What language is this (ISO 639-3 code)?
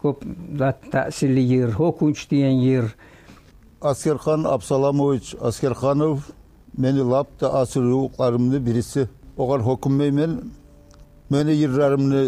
kum